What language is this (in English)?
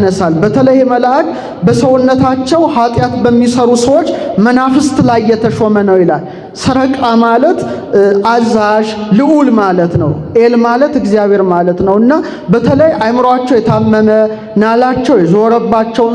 Amharic